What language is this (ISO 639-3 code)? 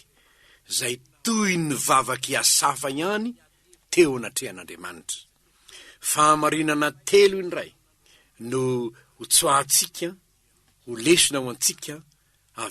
mlg